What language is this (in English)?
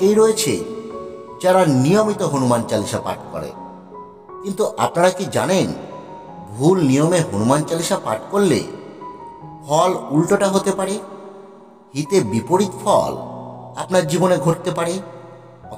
Bangla